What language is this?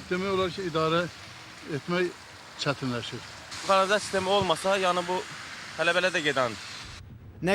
Azerbaijani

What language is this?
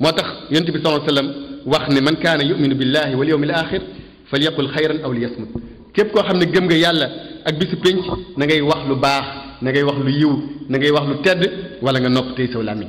Wolof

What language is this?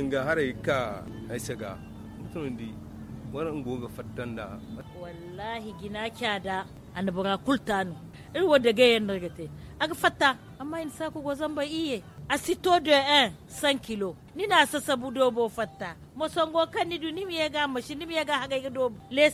Zarma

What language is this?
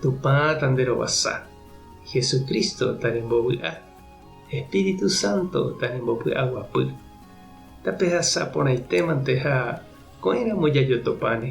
Guarani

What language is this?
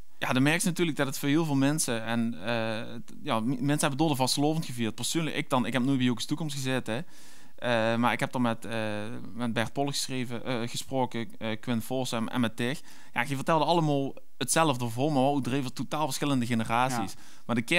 Limburgish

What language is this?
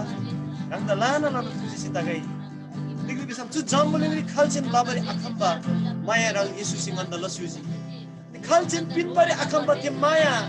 Eastern Tamang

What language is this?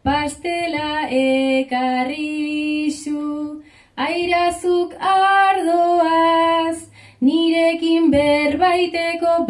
Basque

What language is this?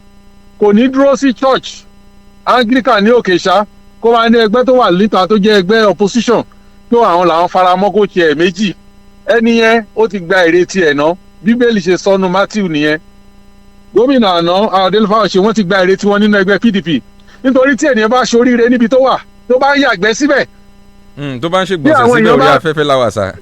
Yoruba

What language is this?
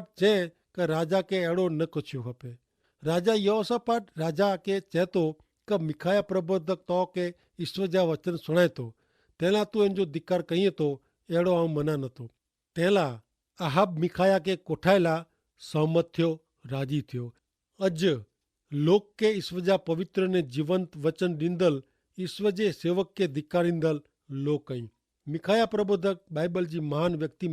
Kachhi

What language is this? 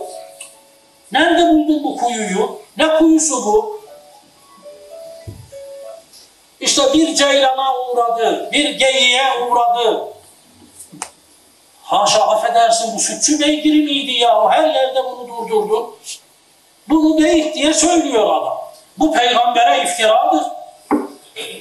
Turkish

